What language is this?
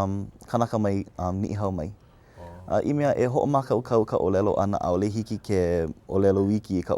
Hawaiian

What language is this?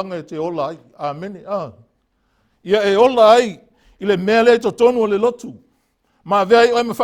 Samoan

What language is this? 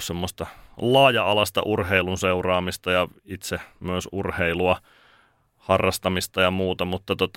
Finnish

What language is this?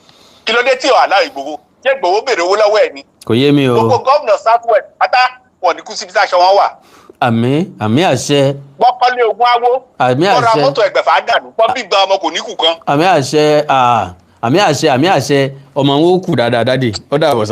Yoruba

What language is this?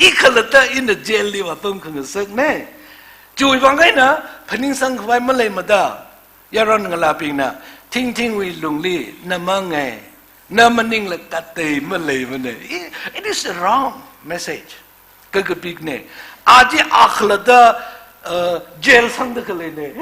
Tangkhul Naga (India)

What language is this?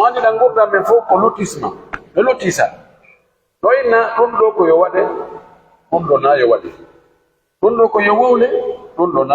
Pular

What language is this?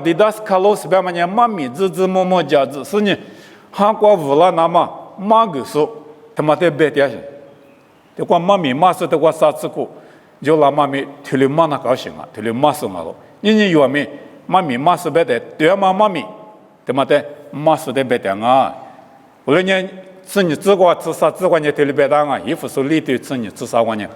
Lisu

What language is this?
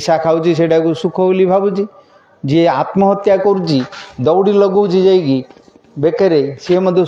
Odia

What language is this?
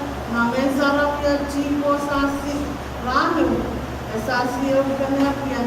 Pohnpeian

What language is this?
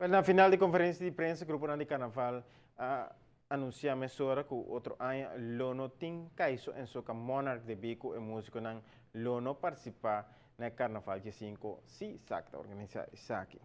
Papiamento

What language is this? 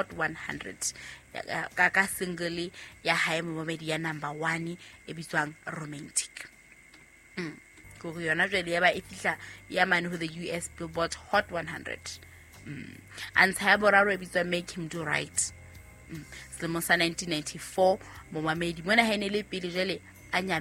Southern Sotho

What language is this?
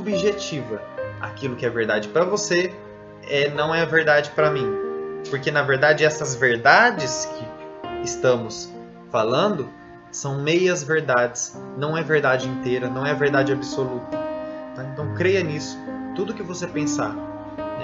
Portuguese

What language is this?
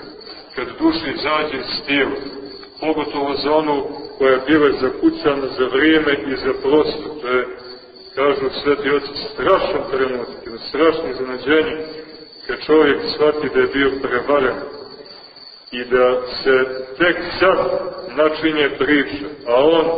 Serbian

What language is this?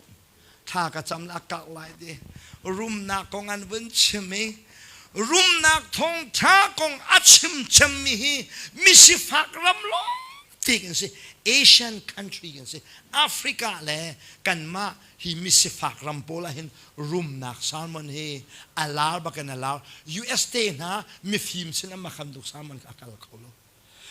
Hakha Chin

